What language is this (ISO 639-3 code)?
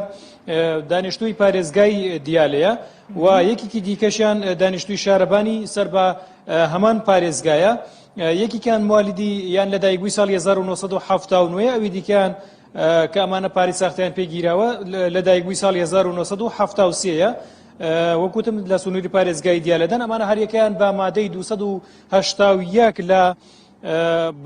ckb